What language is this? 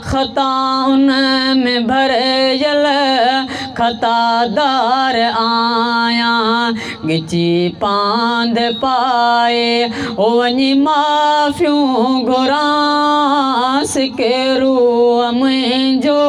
Sindhi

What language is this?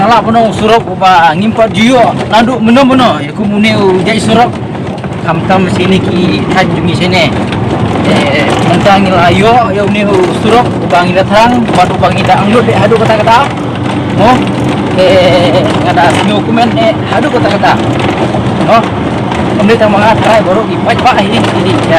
Khasi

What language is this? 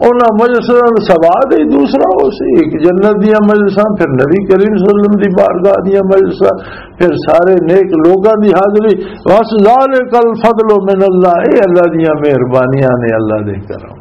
Western Panjabi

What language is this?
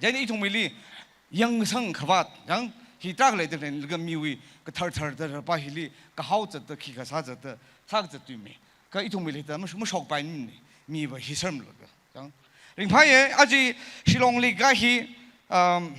Tangkhul Naga (India)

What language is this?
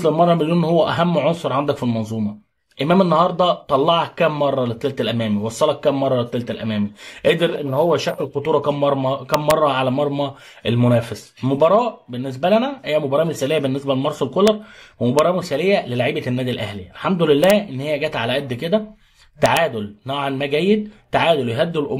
Egyptian Arabic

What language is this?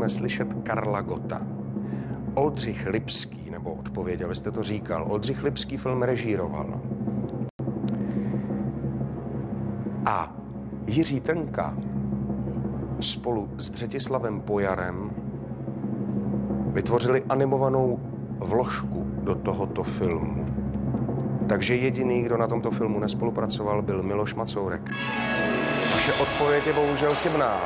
Czech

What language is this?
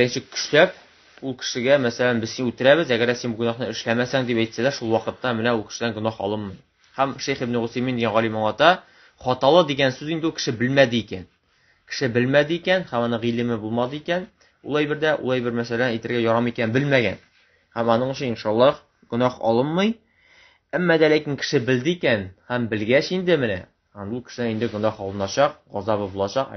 Tatar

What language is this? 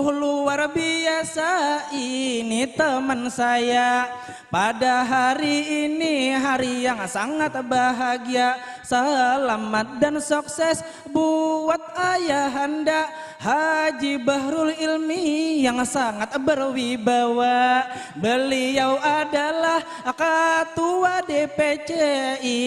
Banjar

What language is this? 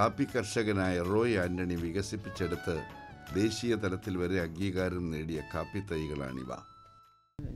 Malayalam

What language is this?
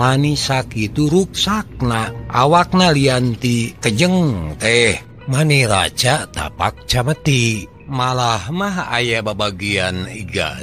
Sundanese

